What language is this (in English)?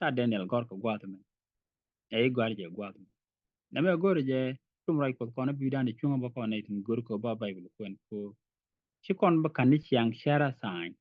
Nuer